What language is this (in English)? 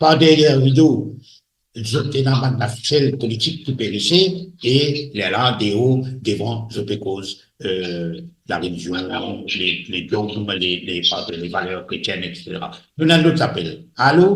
Morisyen